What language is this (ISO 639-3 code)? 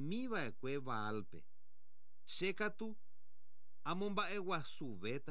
grn